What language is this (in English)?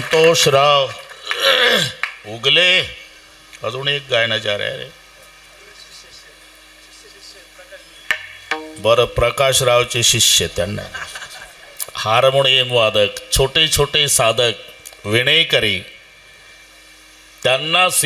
Marathi